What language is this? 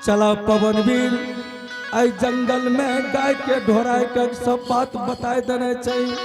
Angika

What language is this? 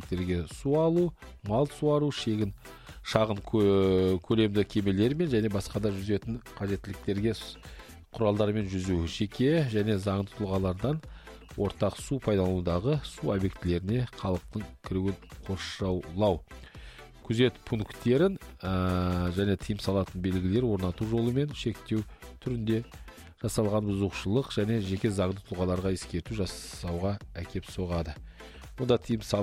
Kazakh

